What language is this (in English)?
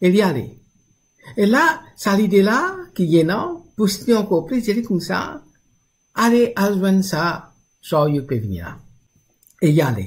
Morisyen